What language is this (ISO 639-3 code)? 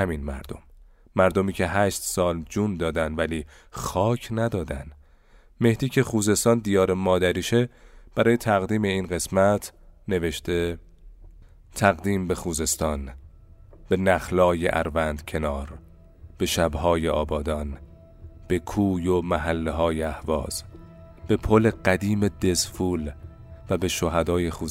fas